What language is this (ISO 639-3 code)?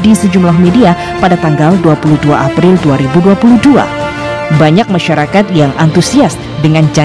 ind